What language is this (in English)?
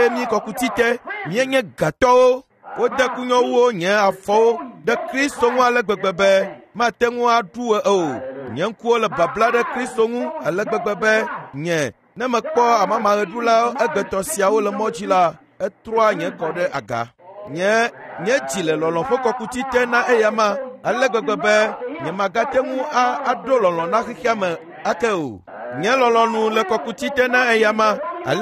Ewe